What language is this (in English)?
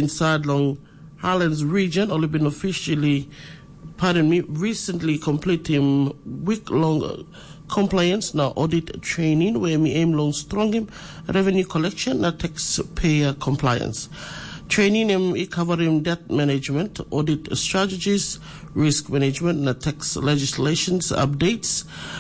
Tok Pisin